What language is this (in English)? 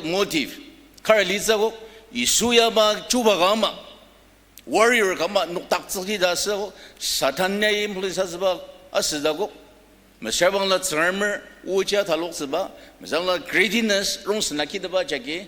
Ao Naga